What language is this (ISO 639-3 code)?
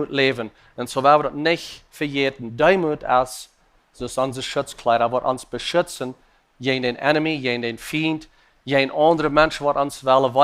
pdt